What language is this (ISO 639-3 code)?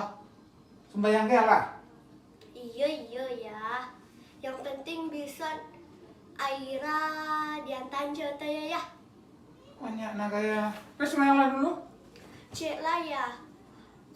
min